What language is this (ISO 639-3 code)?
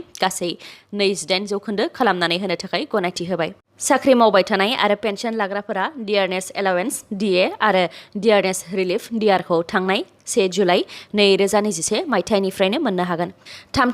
brx